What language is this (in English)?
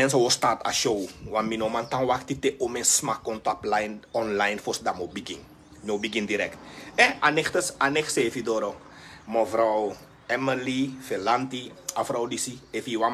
Sranan Tongo